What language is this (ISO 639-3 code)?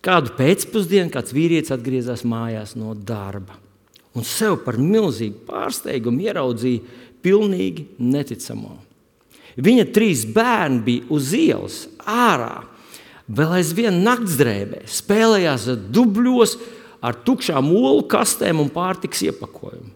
lav